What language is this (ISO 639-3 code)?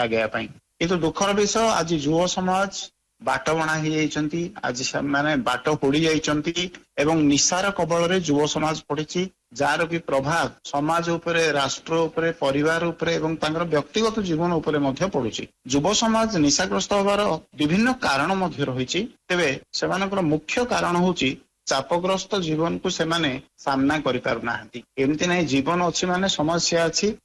ori